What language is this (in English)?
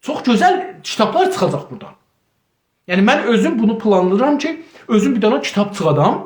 South Azerbaijani